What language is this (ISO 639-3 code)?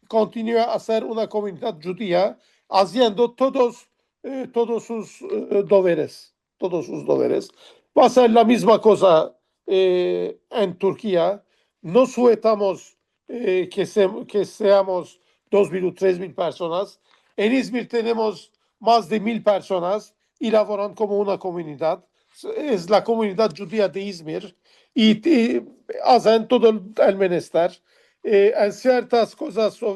lad